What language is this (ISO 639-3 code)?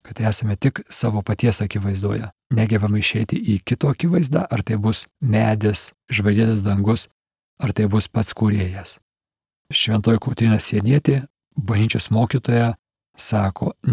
lit